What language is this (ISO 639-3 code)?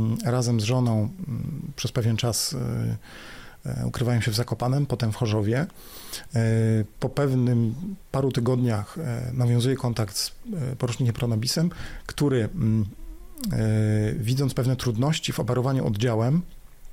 pol